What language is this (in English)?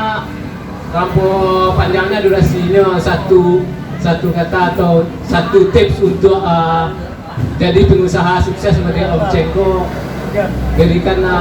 Minangkabau